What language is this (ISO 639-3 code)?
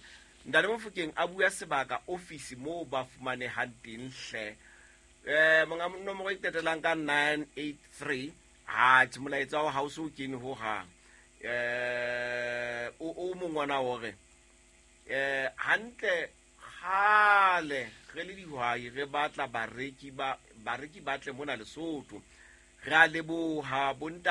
sot